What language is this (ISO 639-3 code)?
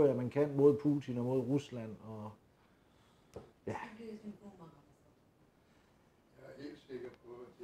dan